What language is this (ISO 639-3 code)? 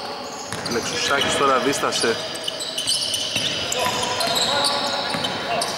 ell